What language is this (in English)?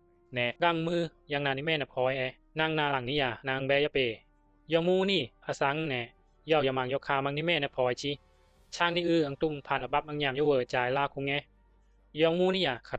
Bisu